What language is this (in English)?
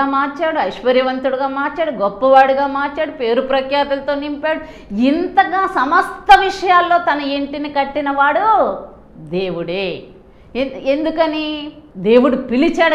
Telugu